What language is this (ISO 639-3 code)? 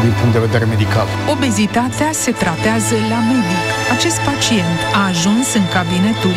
ron